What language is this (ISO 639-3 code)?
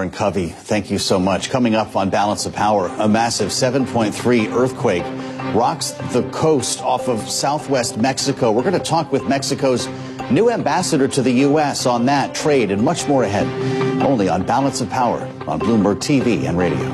eng